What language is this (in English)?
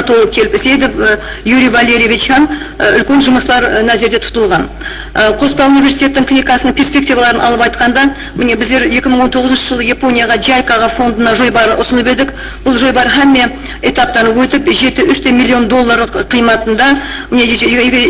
Kara-Kalpak